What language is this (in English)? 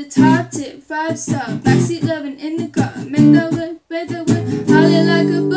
English